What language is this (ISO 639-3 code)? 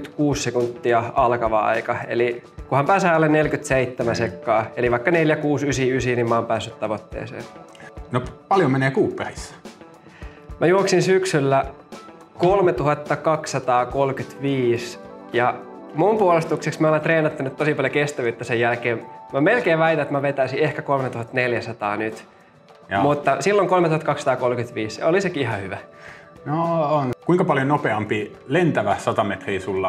fin